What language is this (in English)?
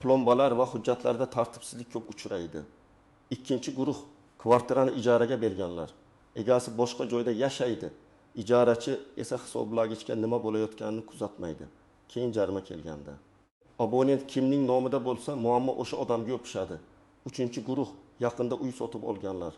Uzbek